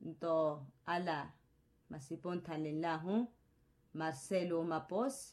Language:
Makhuwa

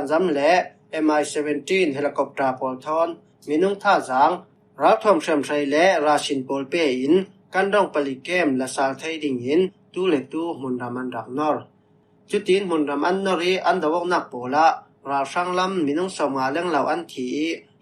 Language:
Falam Chin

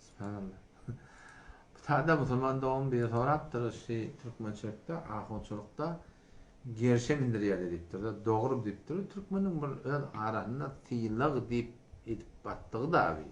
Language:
Turkmen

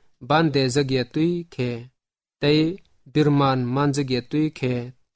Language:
Kok Borok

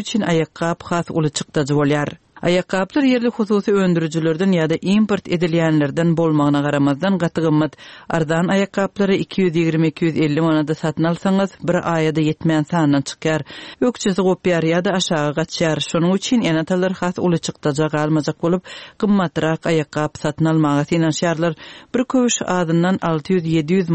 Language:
Turkmen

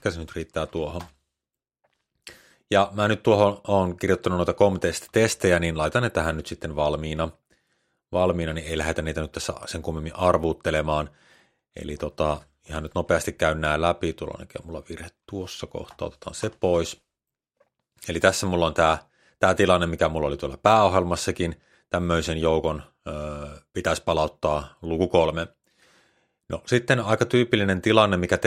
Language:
Finnish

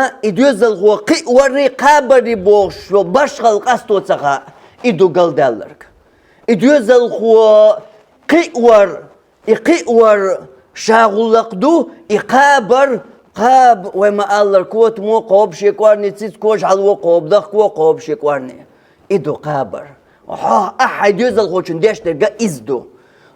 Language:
Chechen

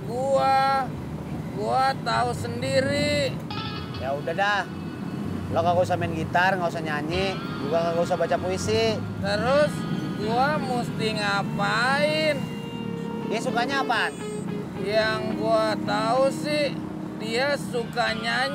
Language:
Betawi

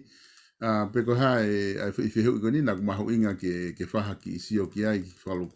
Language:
Tongan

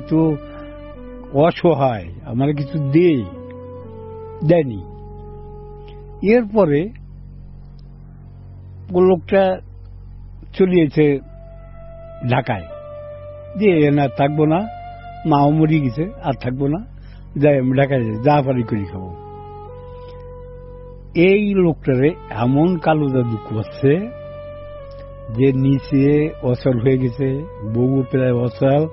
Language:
Bangla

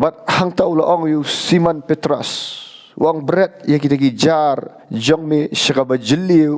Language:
Khasi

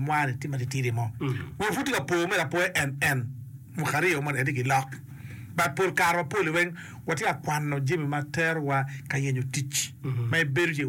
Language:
Acoli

